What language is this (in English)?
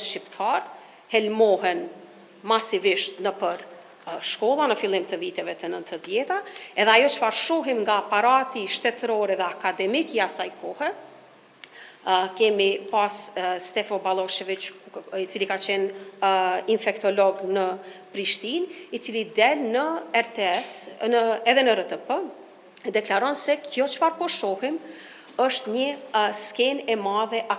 Albanian